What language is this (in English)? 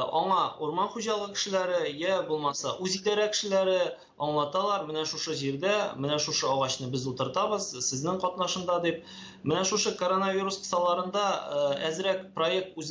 Tatar